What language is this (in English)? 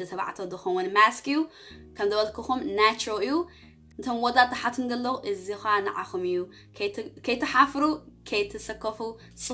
Tigrinya